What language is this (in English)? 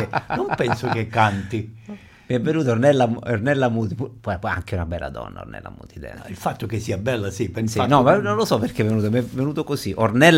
Italian